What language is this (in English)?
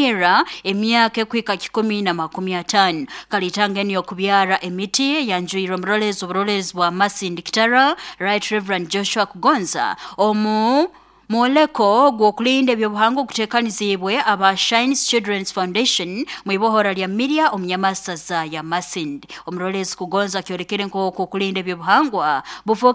Nyoro